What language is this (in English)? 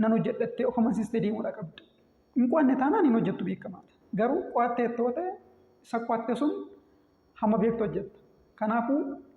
Oromo